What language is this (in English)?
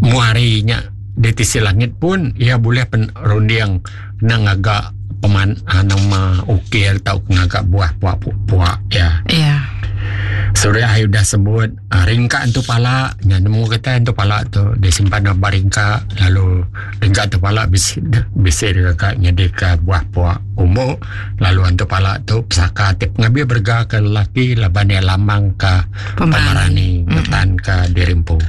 Iban